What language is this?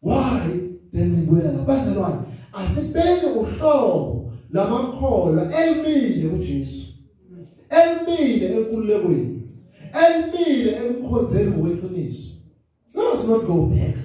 Zulu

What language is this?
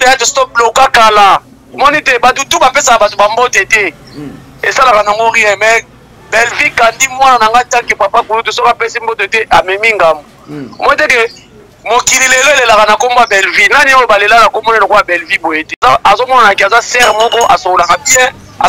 Lingala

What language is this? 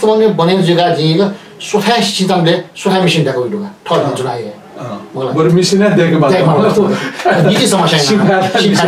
Newari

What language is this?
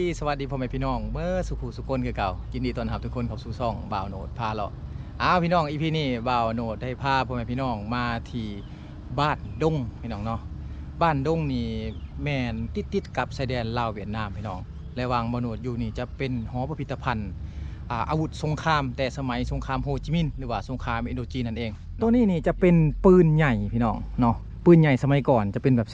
Lao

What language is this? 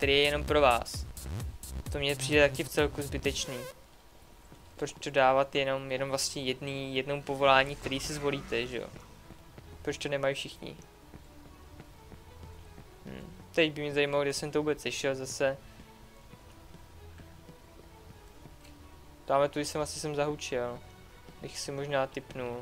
Czech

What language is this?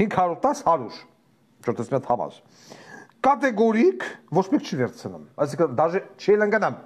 Armenian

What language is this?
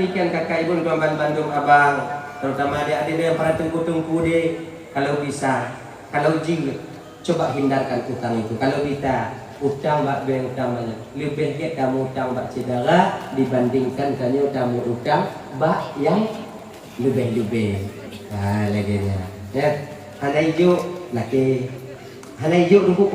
Achinese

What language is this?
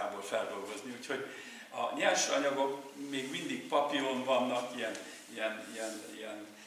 Hungarian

